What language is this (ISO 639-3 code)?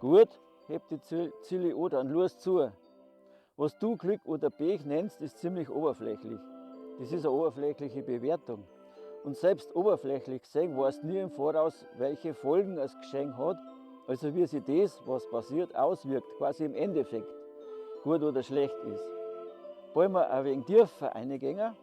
bar